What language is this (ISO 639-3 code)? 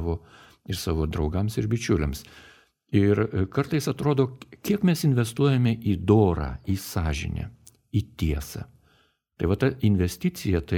lit